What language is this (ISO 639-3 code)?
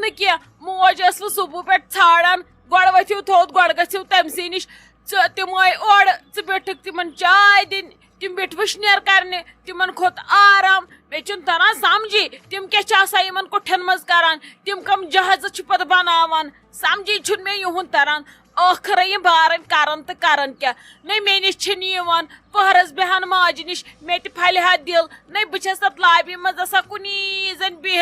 kas